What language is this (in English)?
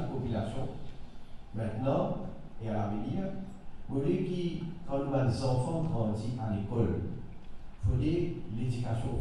Morisyen